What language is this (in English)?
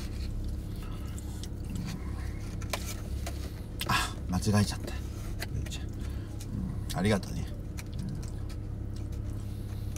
Japanese